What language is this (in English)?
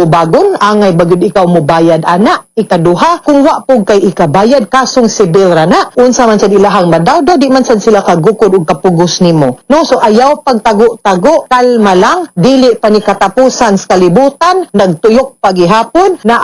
Cebuano